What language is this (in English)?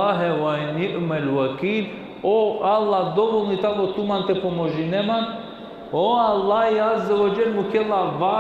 Balkan Romani